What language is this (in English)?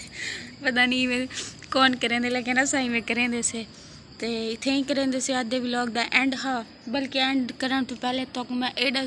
Saraiki